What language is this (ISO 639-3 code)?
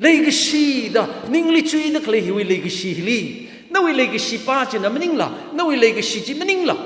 nmf